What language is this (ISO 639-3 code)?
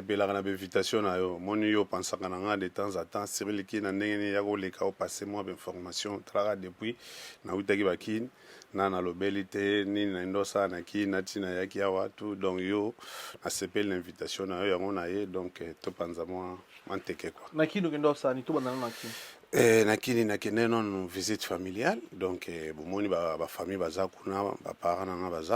lin